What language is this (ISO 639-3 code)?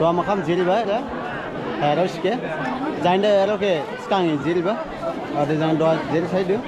dis